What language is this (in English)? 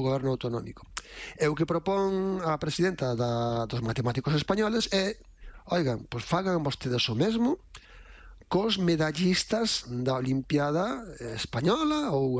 Galician